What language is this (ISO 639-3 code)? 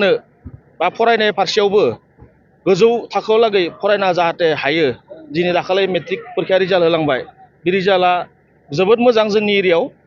brx